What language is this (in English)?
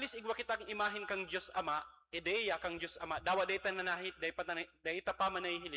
Bikol